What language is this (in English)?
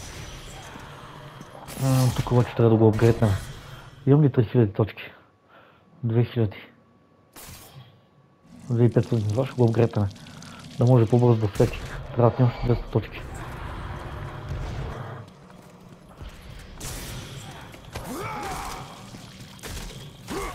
Bulgarian